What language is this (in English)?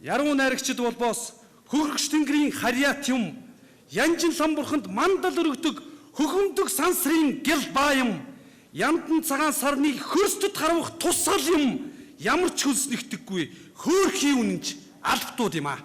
Mongolian